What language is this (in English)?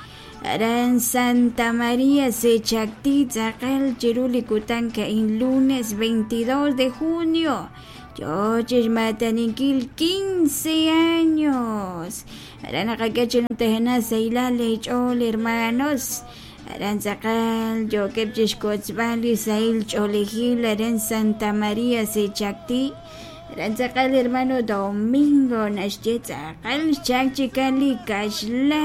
Kekchí